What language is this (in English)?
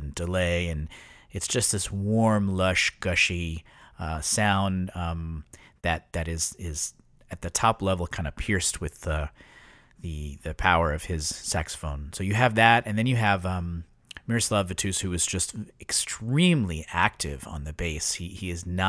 English